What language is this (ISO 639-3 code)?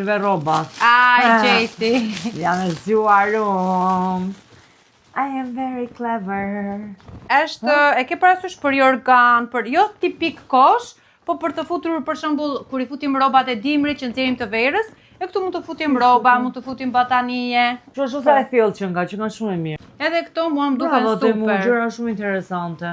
sqi